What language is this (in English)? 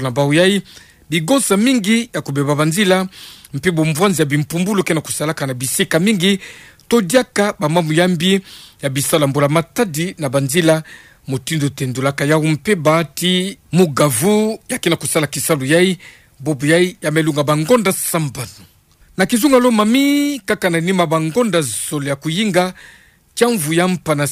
Kituba (Democratic Republic of Congo)